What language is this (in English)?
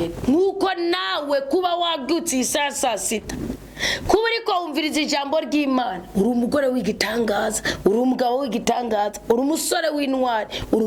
Rundi